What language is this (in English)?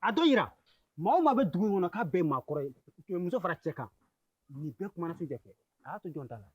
Bambara